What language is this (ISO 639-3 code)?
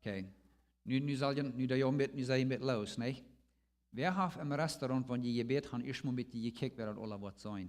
pdt